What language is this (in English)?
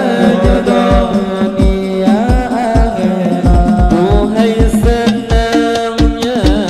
Banjar